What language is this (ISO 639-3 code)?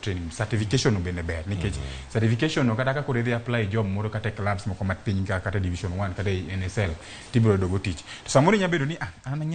luo